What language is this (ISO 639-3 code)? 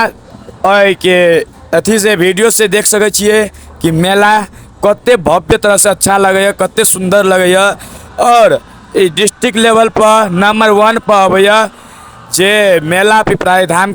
mai